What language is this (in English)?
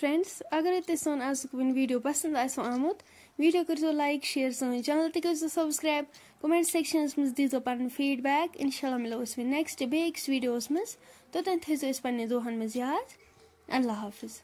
Kashmiri